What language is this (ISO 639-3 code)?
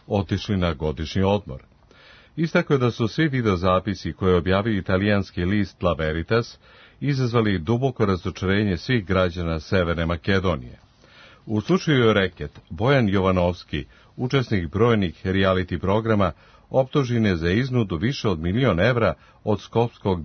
srp